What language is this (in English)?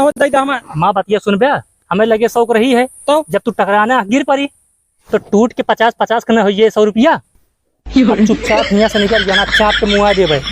Awadhi